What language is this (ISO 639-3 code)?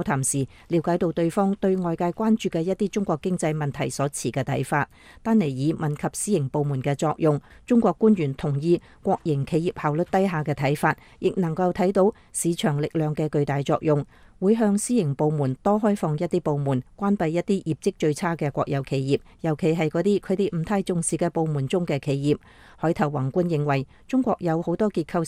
yue